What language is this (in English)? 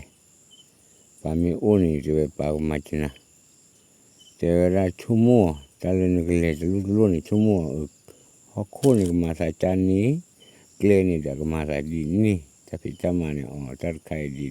S'gaw Karen